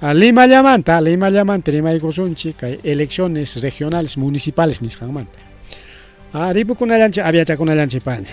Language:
Ayacucho Quechua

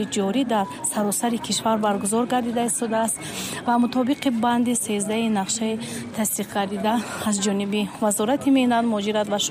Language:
Tajik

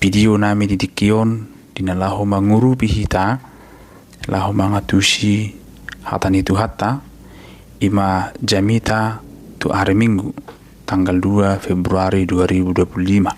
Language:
Batak Toba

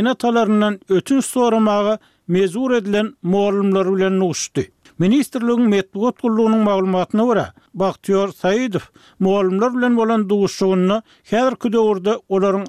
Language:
Turkmen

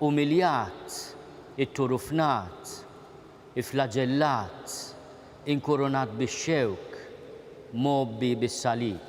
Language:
Maltese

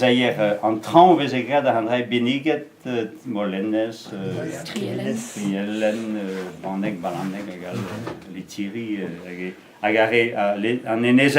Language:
Breton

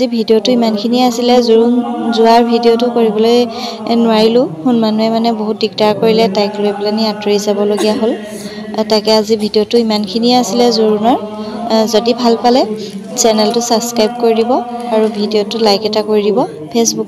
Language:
Assamese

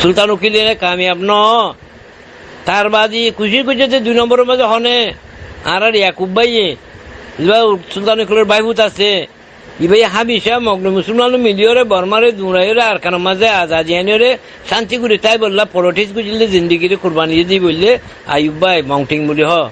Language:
Rohingya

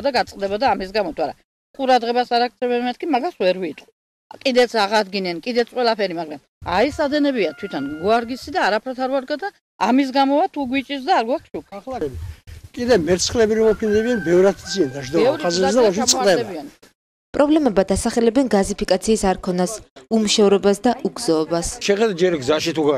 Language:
Georgian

